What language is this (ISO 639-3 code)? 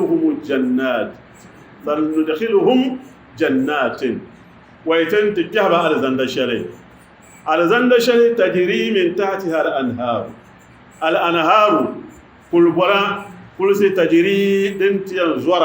dag